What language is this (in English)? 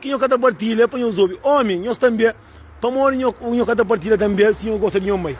Kabuverdianu